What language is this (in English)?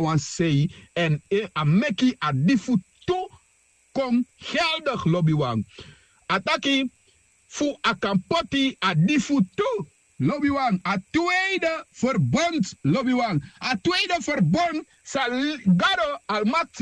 Sranan Tongo